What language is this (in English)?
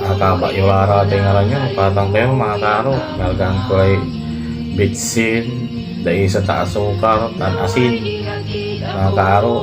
Pangasinan